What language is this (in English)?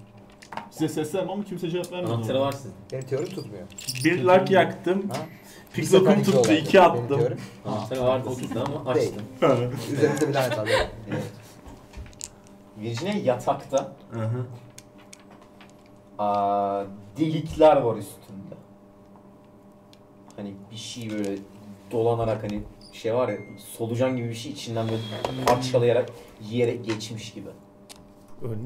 Turkish